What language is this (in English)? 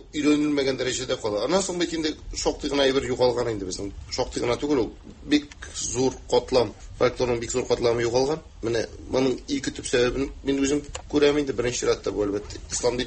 Tatar